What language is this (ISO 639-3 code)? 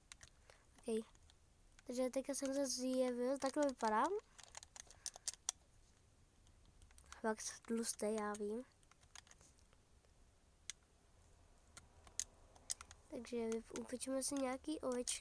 ces